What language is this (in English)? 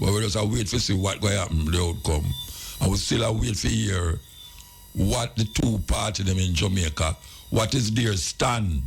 Jamaican Creole English